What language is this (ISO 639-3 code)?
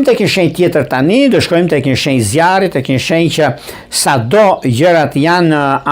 sqi